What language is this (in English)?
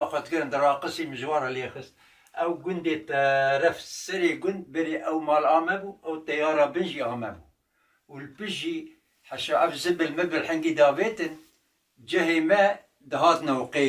Kurdish